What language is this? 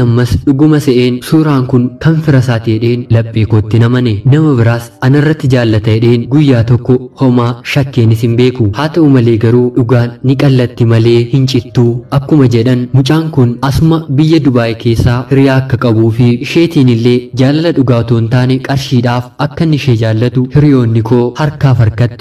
Oromo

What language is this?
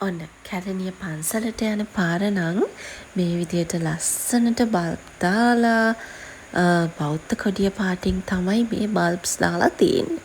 Sinhala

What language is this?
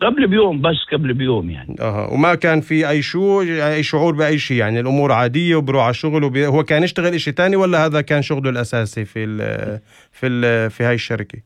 North Levantine Arabic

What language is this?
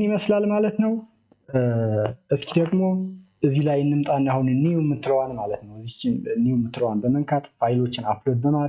Amharic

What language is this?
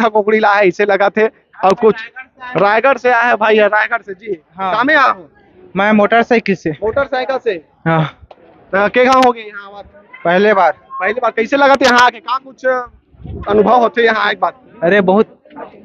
Chhattisgarhi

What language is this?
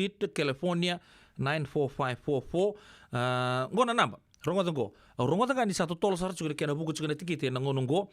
Fijian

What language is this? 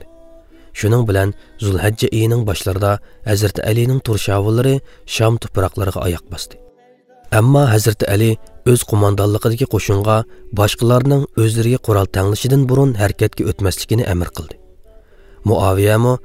Uyghur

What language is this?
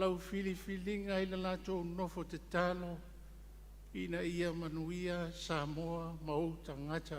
Samoan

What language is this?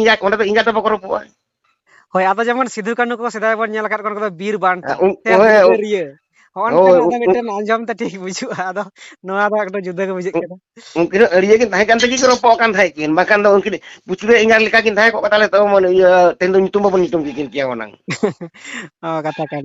Santali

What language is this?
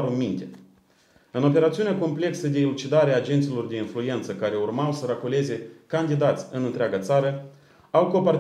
Romanian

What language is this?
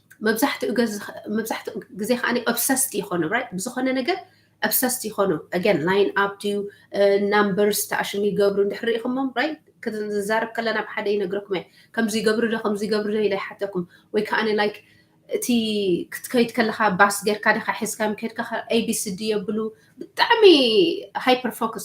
Tigrinya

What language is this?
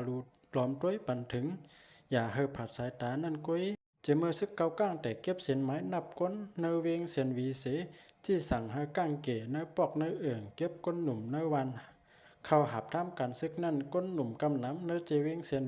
Shan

